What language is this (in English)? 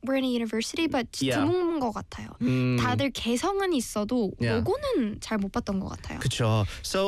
Korean